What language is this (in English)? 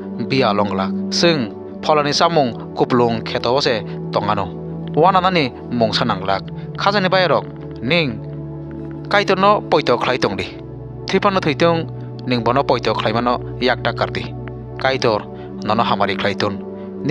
Kok Borok